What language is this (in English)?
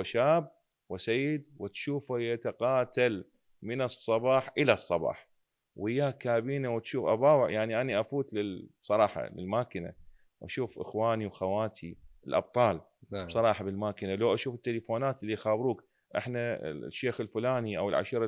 Mesopotamian Arabic